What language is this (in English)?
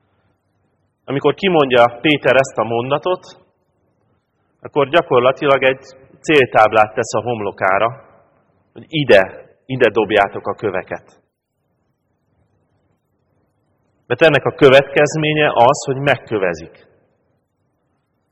Hungarian